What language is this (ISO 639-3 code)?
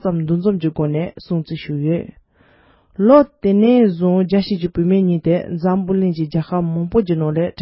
bod